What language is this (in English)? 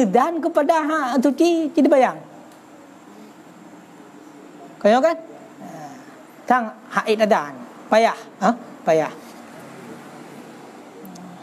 Malay